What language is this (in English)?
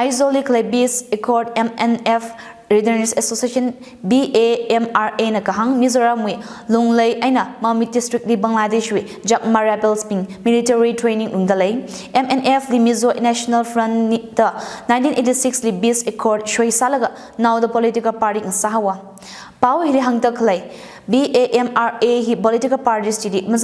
Tangkhul Naga (India)